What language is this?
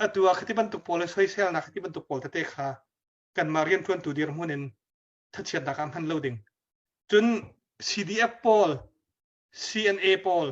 Hakha Chin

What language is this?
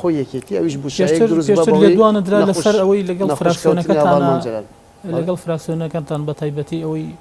Central Kurdish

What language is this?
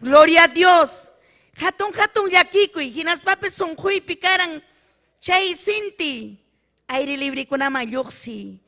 Ayacucho Quechua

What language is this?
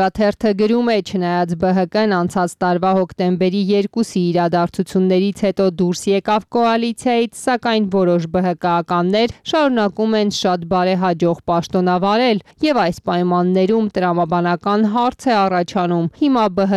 Armenian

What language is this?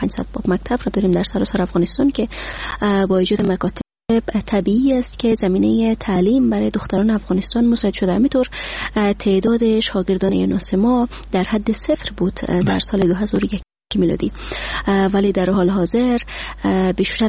Persian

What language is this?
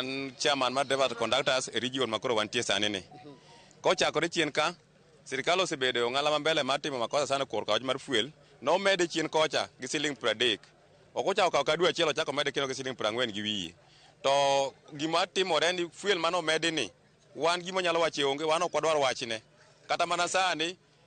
Luo (Kenya and Tanzania)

